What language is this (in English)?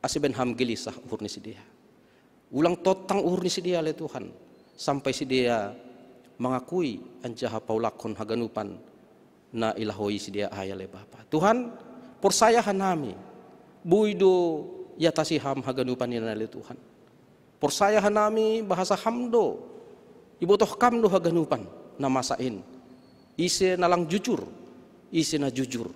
Batak Simalungun